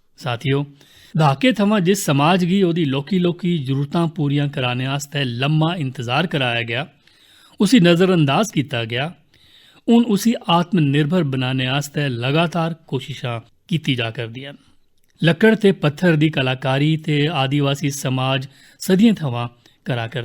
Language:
Dogri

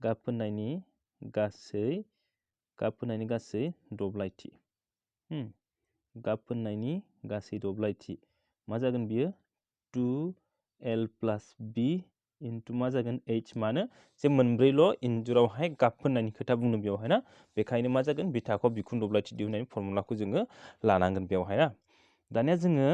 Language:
Bodo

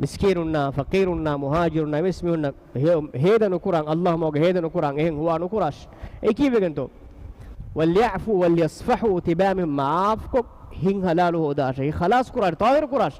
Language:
Divehi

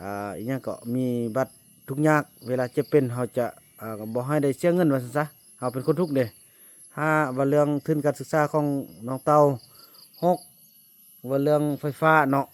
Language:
Lao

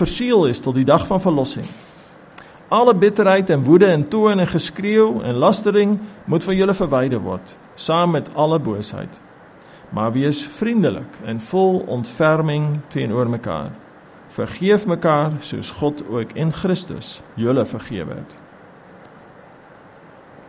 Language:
Afrikaans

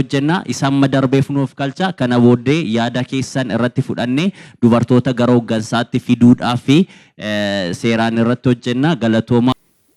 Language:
Oromo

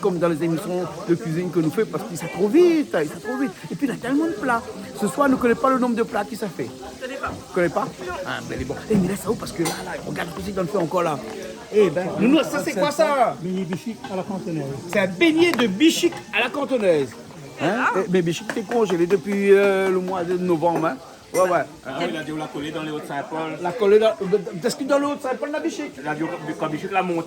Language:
Réunion Creole French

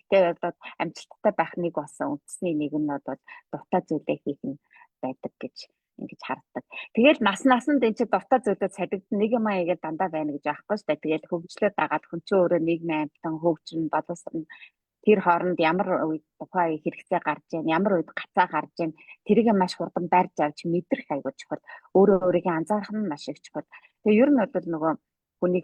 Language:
Mongolian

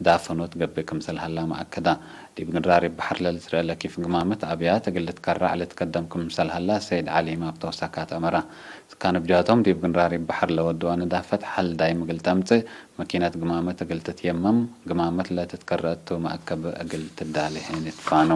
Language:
Tigre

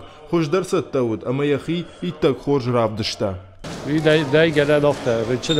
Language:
Ossetic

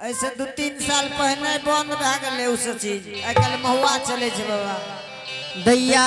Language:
Angika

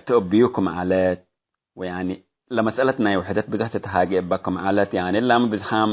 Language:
Tigre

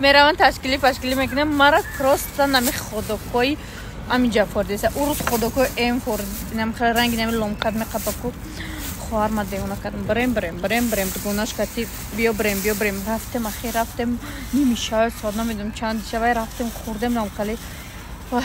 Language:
Tajik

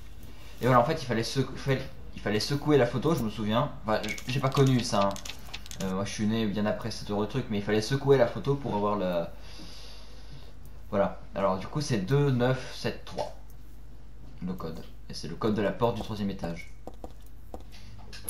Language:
French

